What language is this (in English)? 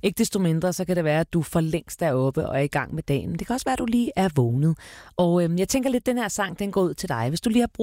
Danish